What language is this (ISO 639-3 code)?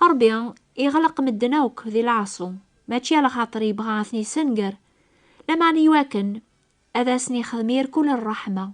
kab